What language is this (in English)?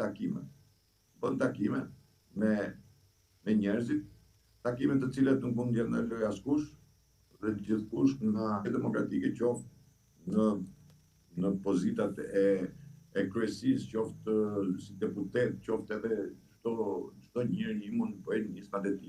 Albanian